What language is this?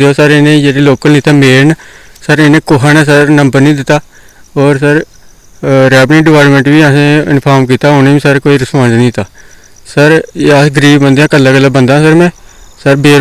Dogri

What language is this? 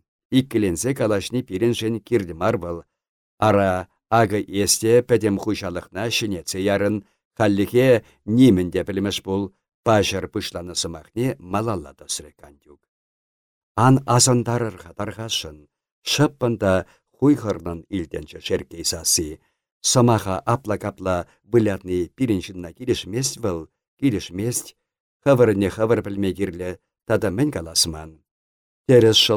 Chuvash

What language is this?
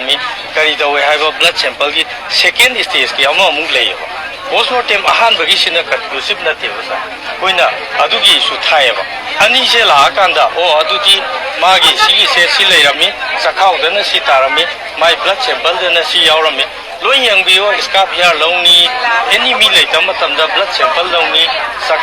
Manipuri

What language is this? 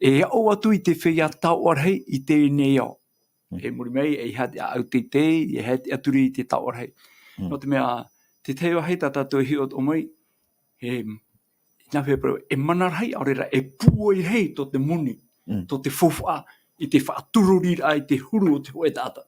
Tahitian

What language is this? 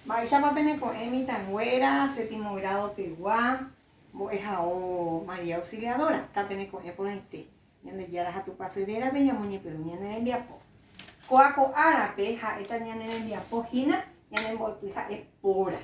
Guarani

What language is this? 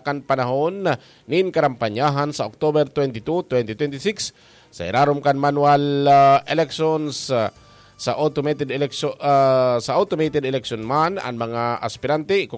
Bikol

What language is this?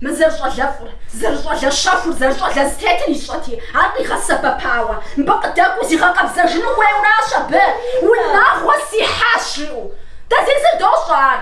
Kabardian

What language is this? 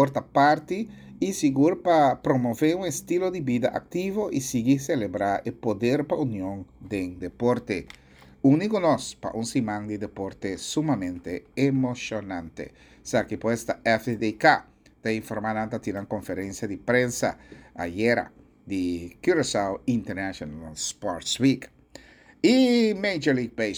Papiamento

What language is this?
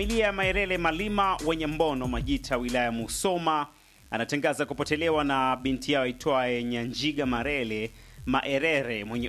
Swahili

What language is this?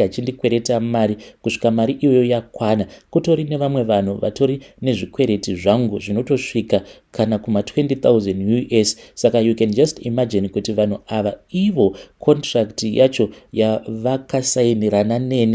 Shona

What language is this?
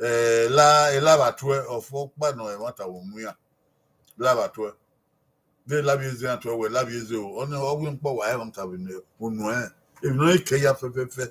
Bini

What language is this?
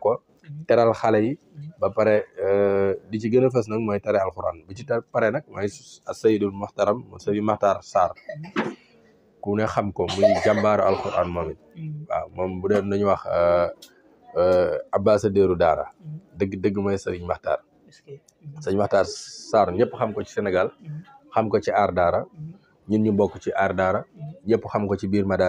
Wolof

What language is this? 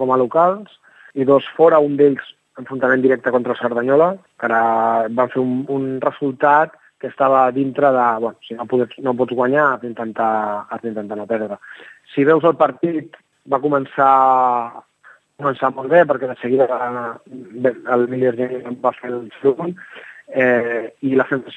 Catalan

